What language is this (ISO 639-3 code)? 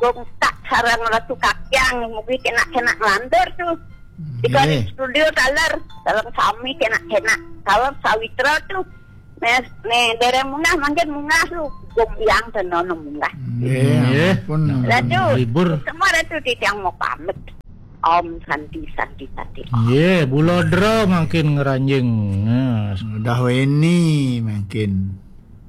ban